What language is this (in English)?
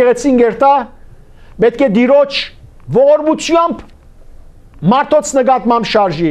Western Armenian